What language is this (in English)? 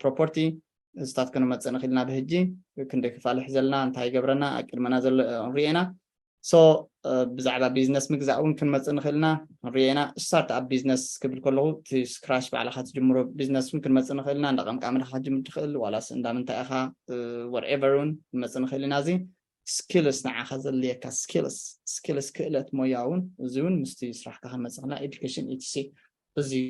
Tigrinya